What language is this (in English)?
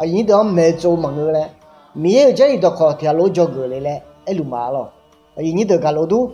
Akha